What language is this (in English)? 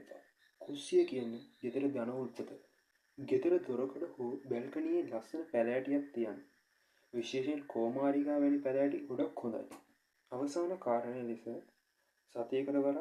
Sinhala